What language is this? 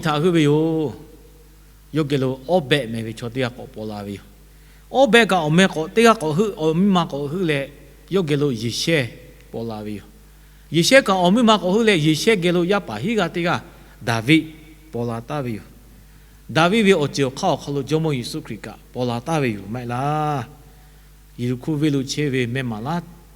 Lahu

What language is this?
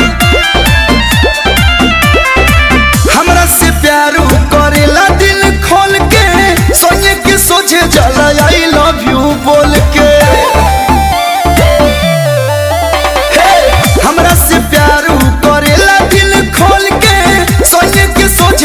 Bhojpuri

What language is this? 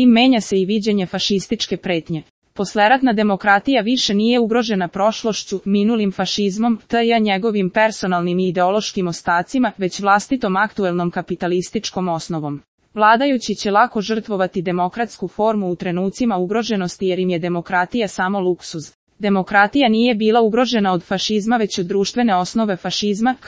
Serbian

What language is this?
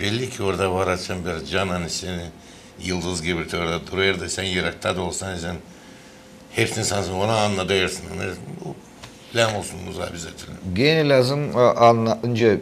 Gagauz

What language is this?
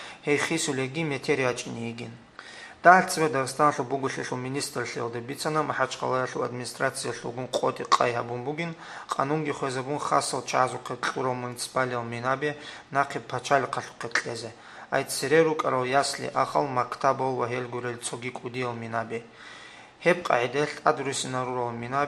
Avaric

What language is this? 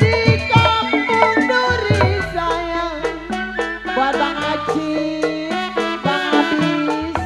Betawi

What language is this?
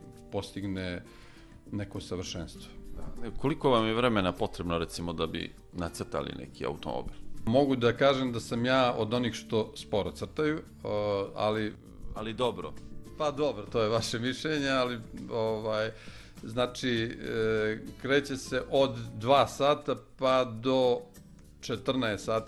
Serbian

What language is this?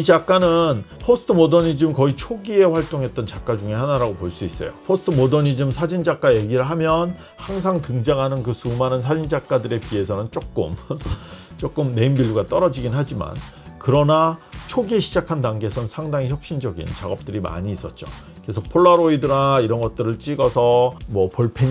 Korean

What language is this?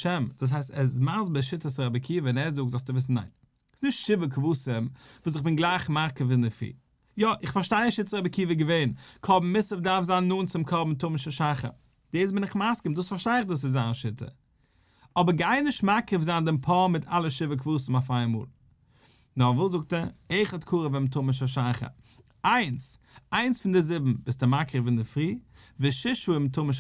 Yiddish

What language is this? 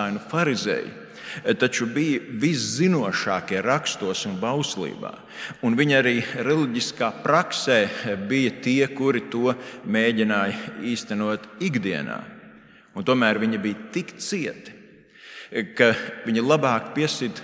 Latvian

